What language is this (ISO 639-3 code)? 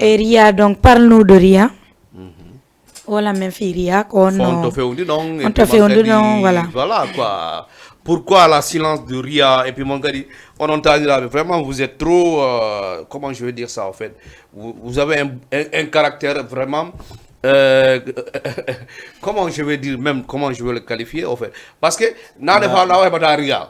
ful